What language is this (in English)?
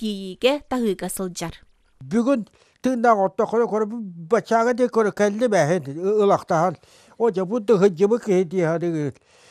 Yakut